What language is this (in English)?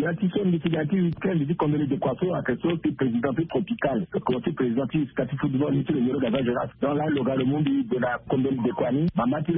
French